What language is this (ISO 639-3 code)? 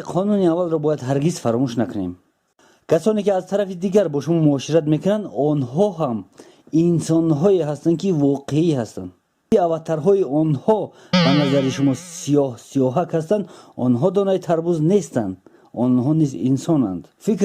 tgk